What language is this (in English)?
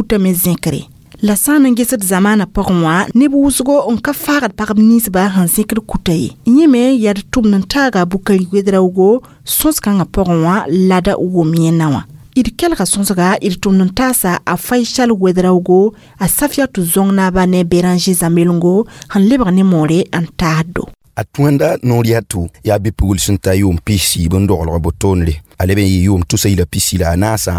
Mossi